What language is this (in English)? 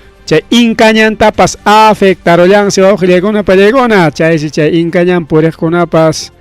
Ayacucho Quechua